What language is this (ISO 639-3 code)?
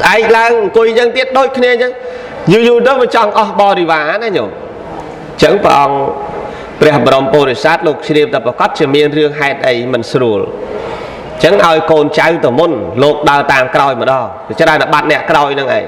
khm